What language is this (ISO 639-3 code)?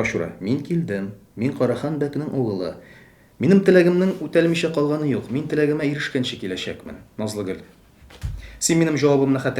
tat